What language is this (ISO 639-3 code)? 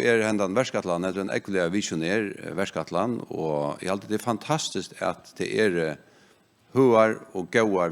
fao